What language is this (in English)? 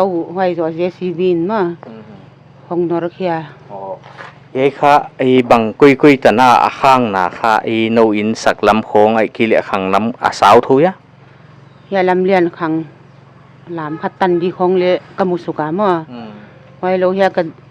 Paite Chin